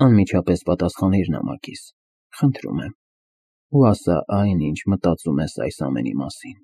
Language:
Armenian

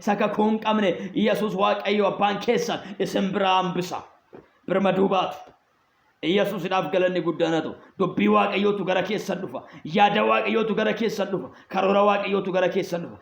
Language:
Oromo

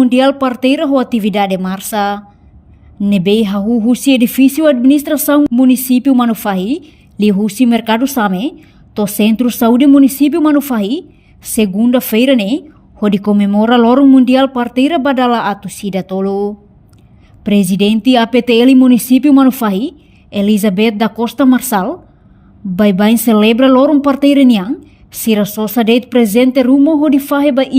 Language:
Tetum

